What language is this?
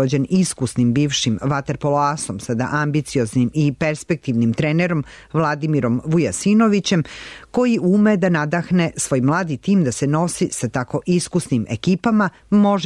Serbian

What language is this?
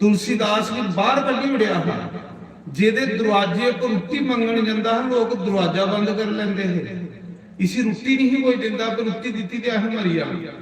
Dogri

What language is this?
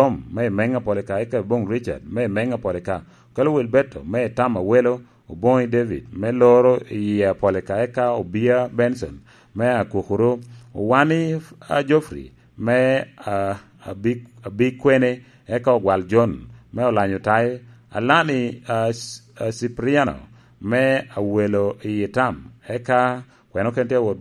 Lango (Uganda)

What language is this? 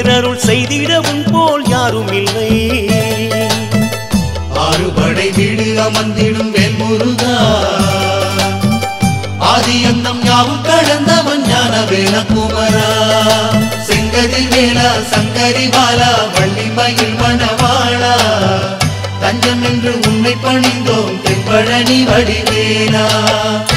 Tamil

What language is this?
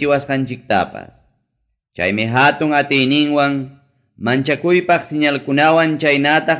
Ayacucho Quechua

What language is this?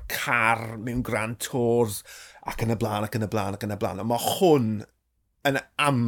Welsh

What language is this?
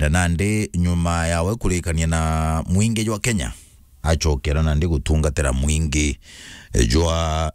Meru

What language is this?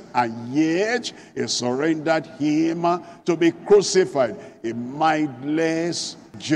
English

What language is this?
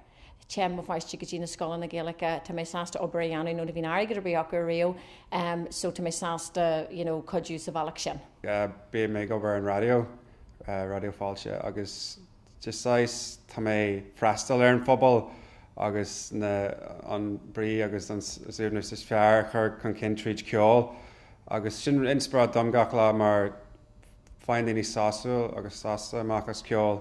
Irish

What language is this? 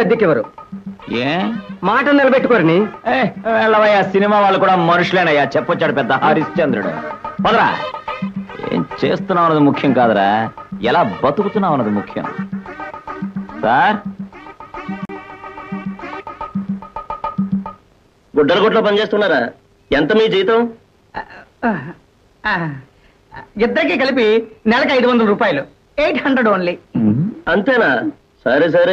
Telugu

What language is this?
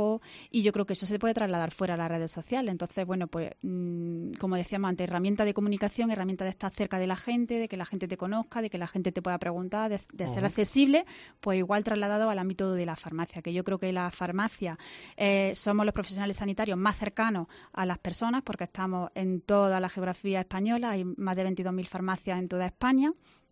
Spanish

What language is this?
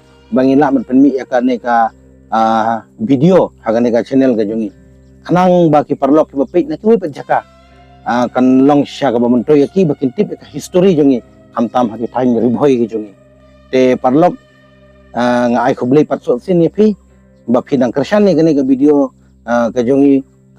Khasi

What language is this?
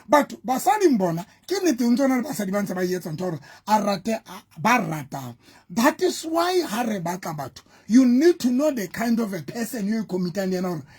Southern Sotho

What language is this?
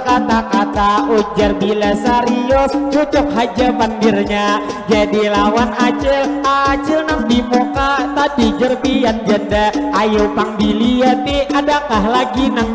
Banjar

